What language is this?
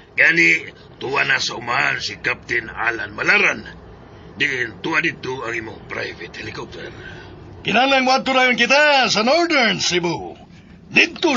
Cebuano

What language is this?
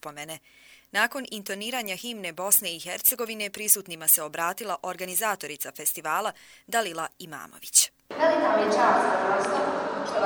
Bosnian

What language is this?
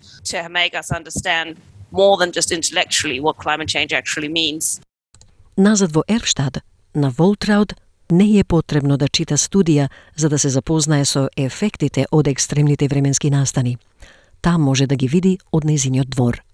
Macedonian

